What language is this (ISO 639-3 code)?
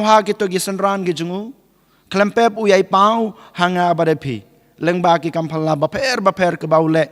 kha